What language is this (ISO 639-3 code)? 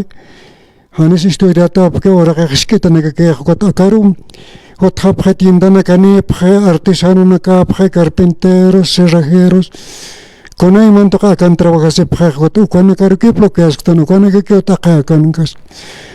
aym